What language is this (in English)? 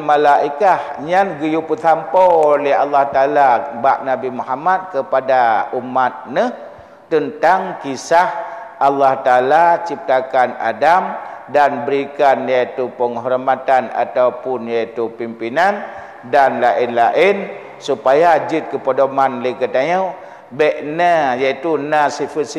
Achinese